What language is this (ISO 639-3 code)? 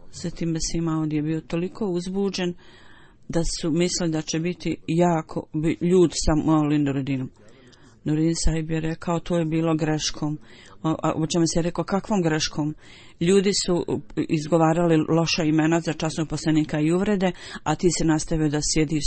bos